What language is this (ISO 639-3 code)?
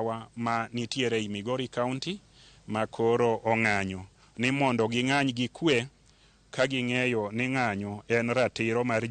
luo